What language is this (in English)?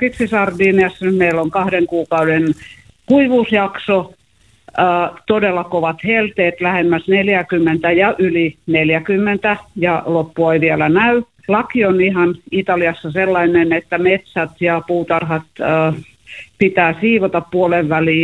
Finnish